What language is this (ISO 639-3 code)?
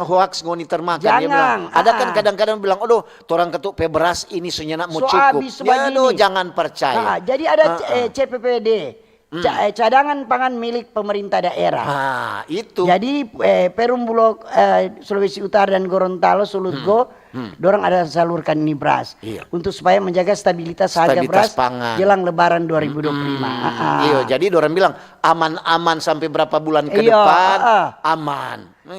xmm